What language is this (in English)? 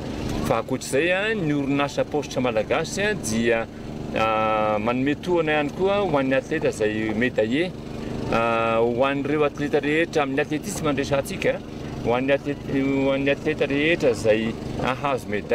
Malagasy